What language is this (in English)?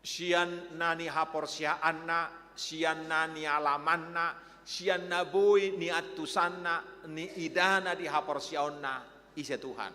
Batak Toba